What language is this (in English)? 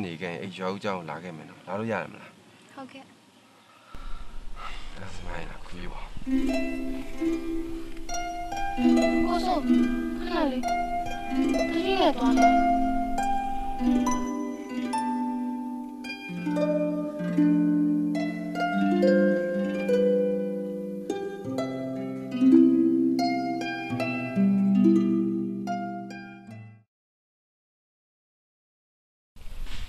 Burmese